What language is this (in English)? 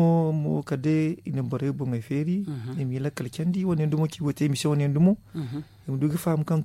Zarma